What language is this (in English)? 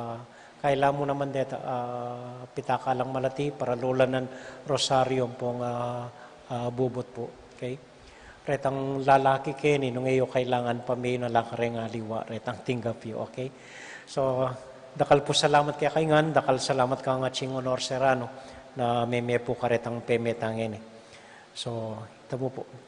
Pampanga